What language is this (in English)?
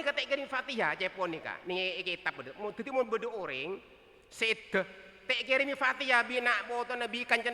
Madurese